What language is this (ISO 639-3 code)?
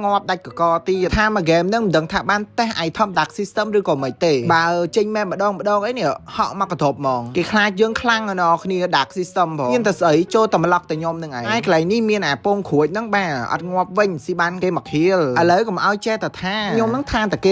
khm